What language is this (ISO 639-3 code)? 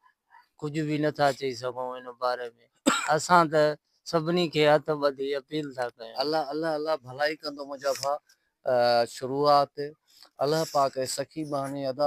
snd